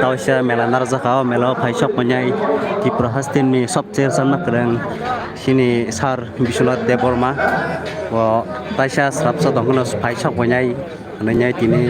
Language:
Kok Borok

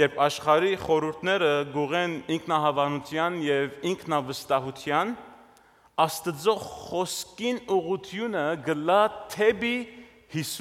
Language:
Western Armenian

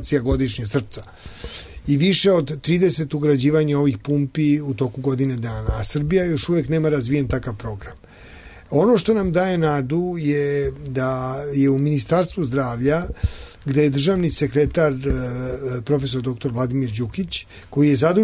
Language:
Serbian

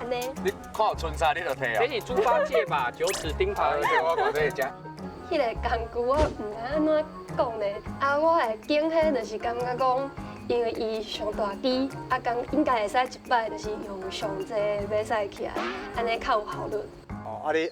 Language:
Min Nan Chinese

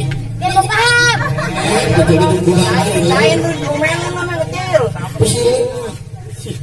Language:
Betawi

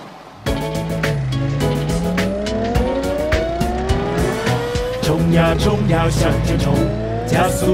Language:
Chinese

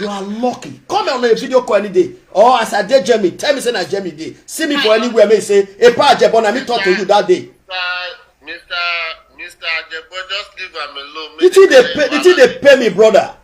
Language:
Nigerian Pidgin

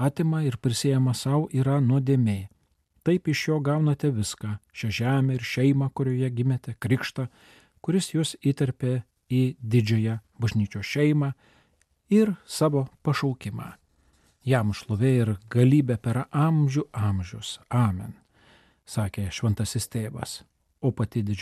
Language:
Lithuanian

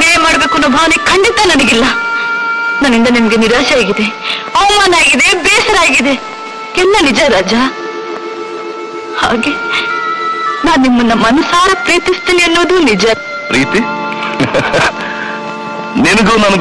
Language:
Kannada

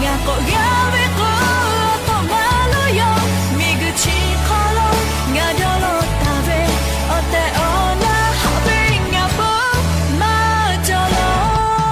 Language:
Lahu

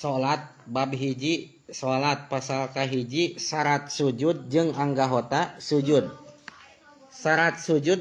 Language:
Sundanese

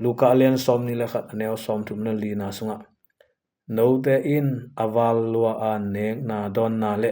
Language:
Tedim Chin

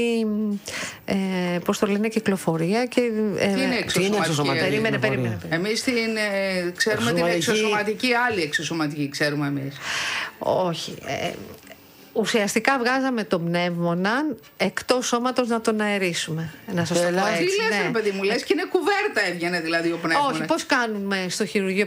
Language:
Greek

